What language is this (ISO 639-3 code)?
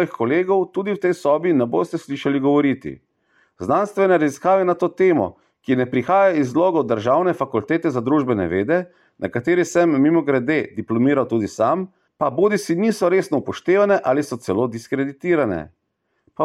slv